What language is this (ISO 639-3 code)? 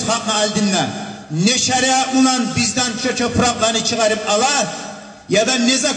kum